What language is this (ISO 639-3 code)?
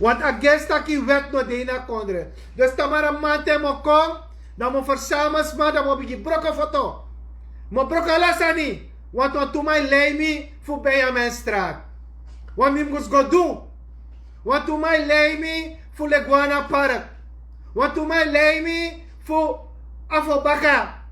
srn